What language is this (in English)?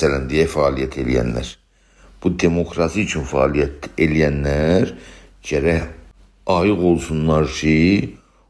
South Azerbaijani